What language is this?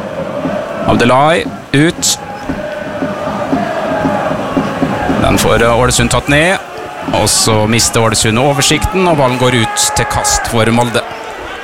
Norwegian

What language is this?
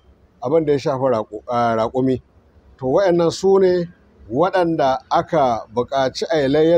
Hausa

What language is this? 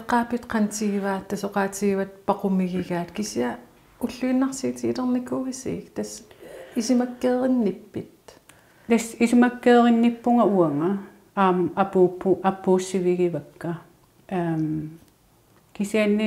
Kalaallisut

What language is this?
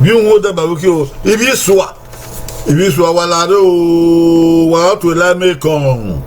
Bini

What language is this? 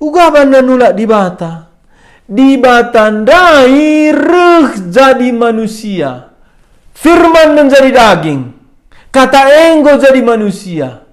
Batak Karo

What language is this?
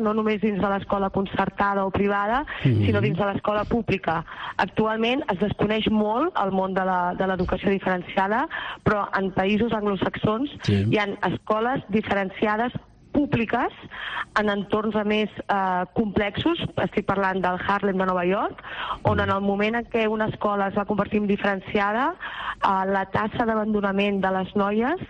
Catalan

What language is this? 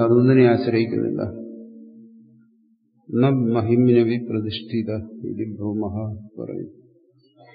Malayalam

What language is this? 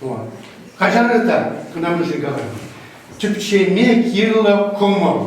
Chuvash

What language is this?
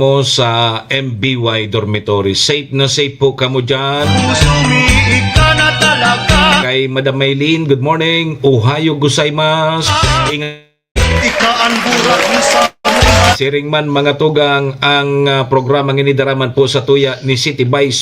Bikol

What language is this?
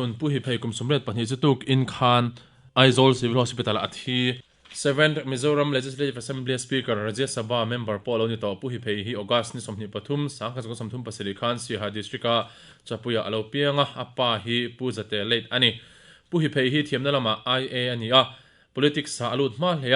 Mizo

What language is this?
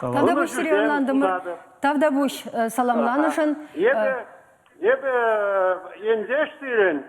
Chuvash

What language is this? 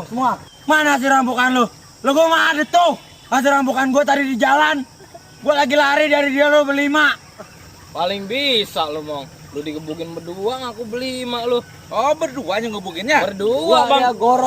Betawi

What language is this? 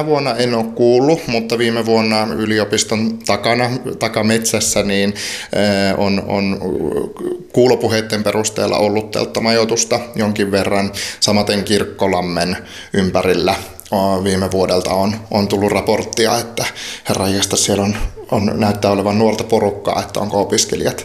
Finnish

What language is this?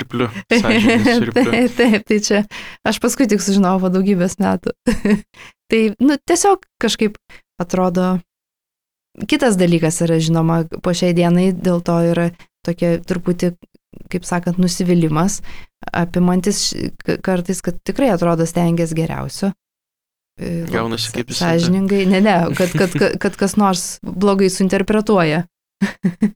Lithuanian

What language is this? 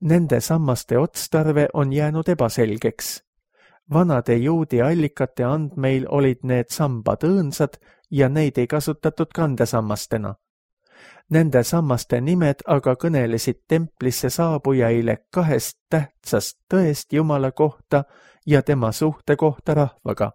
Estonian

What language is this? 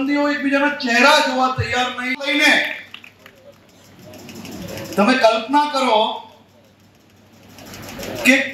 Gujarati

